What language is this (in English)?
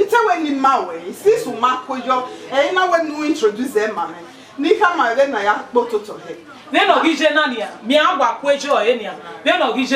Bini